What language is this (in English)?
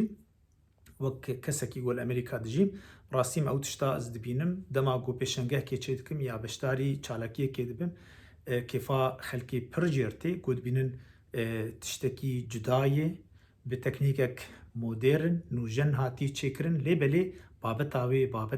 Kurdish